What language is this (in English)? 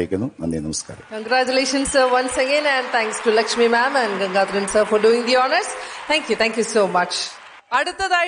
Malayalam